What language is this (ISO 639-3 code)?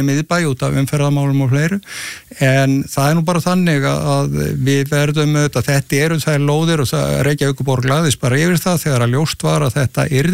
isl